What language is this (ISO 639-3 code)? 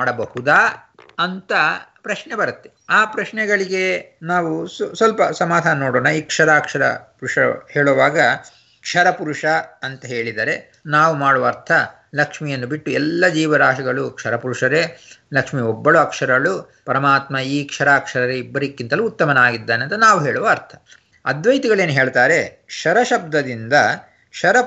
kan